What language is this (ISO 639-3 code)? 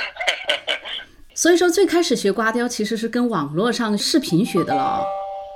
zho